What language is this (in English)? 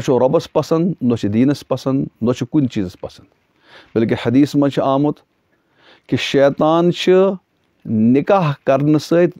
Kashmiri